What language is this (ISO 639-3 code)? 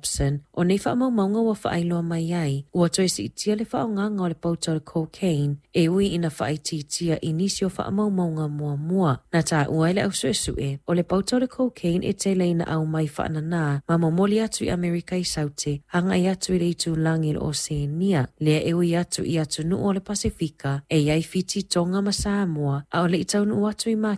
smo